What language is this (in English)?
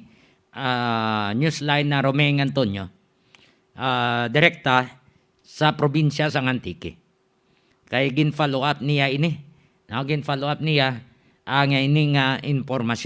Hiligaynon